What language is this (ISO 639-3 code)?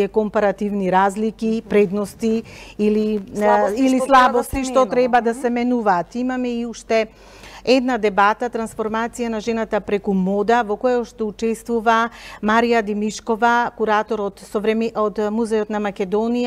mkd